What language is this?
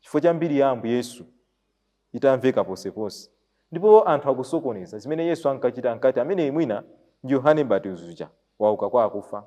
Nyanja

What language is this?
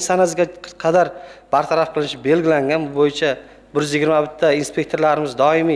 Uzbek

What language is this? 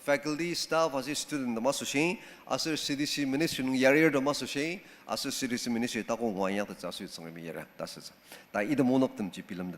Ao Naga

